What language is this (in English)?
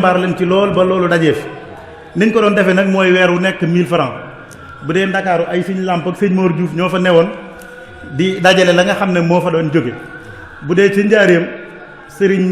Wolof